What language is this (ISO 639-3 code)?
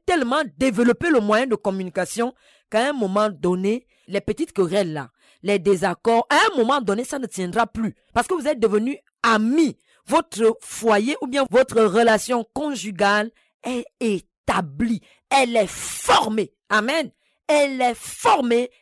fra